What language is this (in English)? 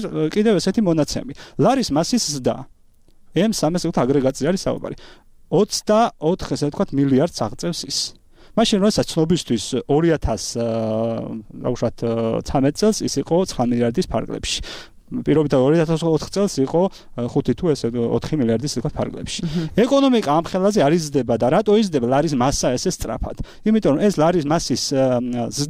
Georgian